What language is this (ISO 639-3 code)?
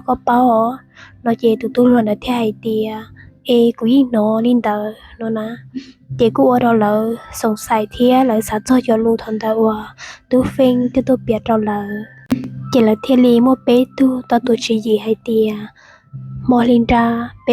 hmn